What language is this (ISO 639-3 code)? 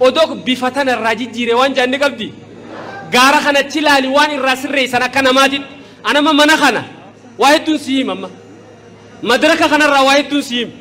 orm